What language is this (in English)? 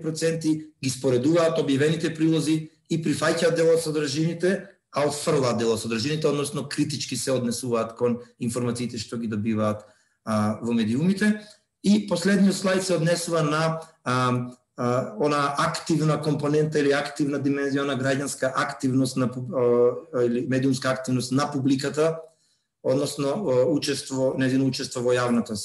Macedonian